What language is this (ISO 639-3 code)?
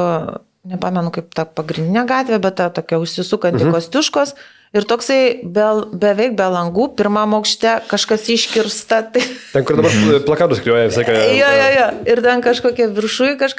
lit